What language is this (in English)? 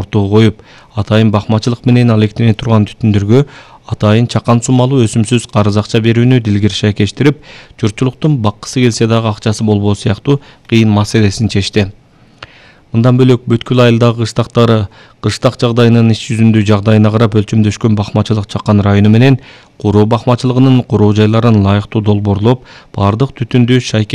Kyrgyz